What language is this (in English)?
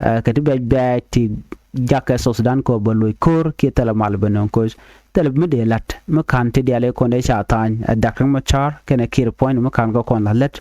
Nuer